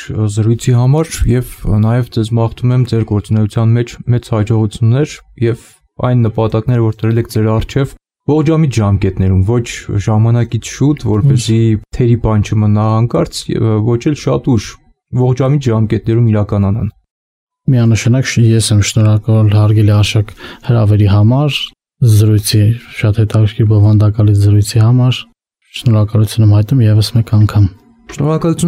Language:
Armenian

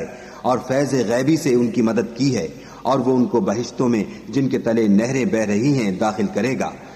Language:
Urdu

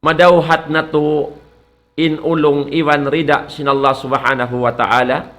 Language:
Tausug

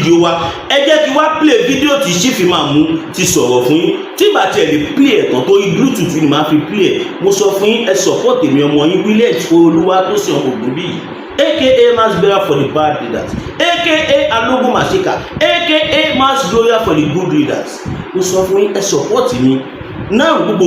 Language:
Yoruba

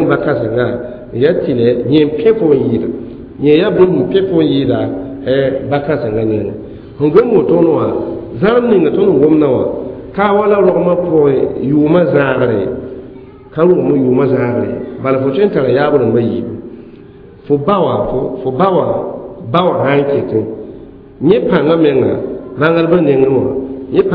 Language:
Mossi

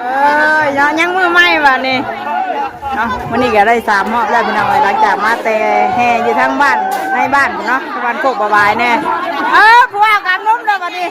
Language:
Northeastern Thai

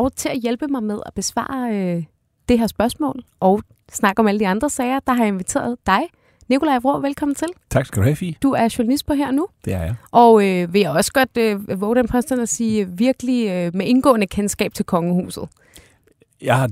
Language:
Danish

